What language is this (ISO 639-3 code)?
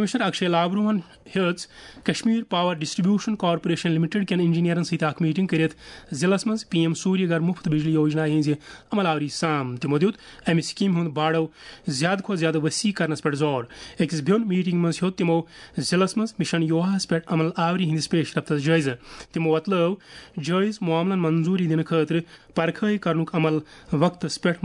kas